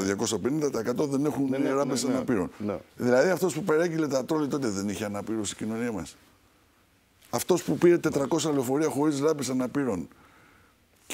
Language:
Greek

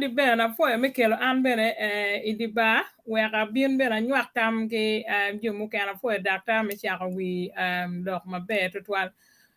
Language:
Acoli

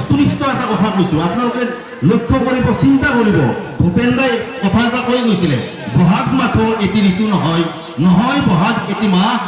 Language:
Assamese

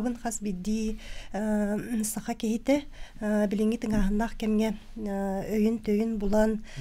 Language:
Yakut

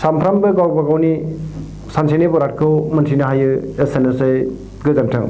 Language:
Bodo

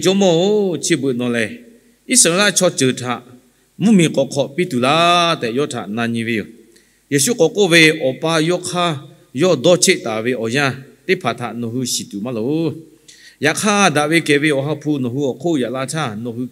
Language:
Lahu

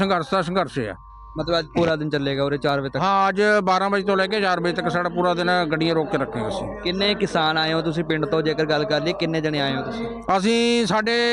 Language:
Punjabi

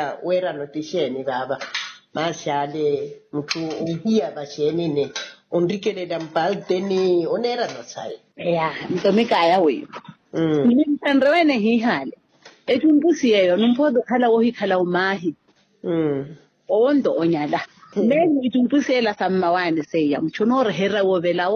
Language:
Makhuwa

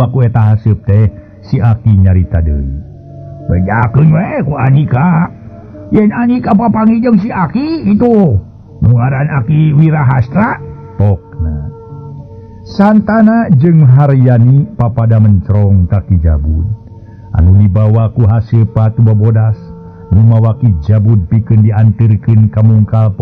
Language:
Sundanese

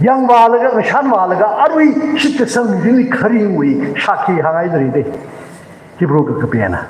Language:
Tangkhul Naga (India)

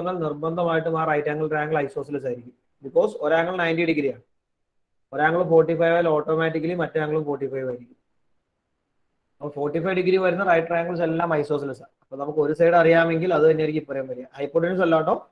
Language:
Malayalam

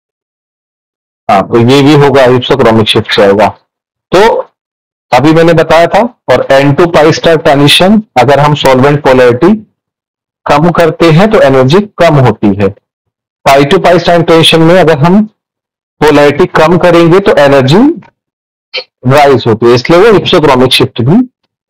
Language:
Hindi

